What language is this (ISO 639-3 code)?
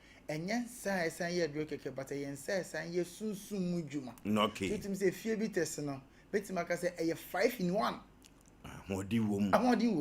aka